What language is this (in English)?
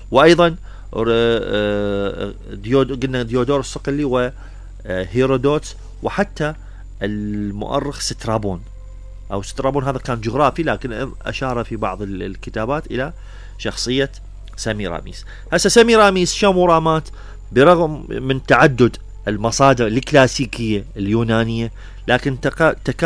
Mesopotamian Arabic